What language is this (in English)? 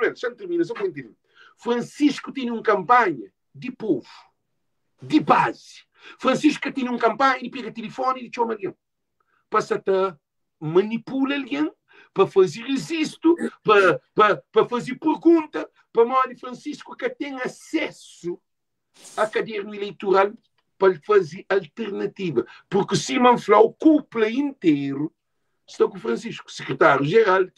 Kabuverdianu